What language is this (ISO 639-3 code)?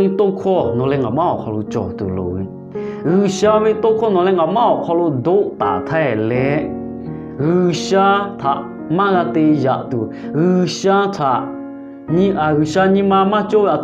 lhu